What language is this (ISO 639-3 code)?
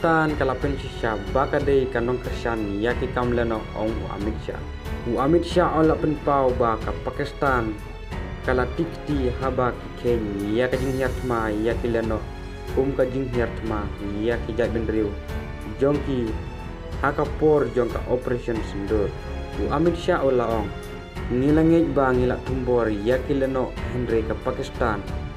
kha